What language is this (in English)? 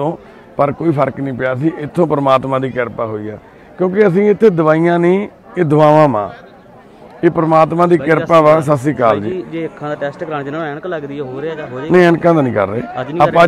Punjabi